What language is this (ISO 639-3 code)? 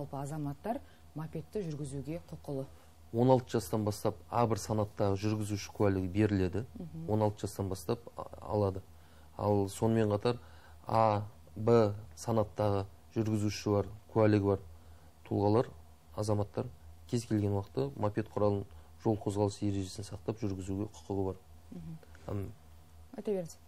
kaz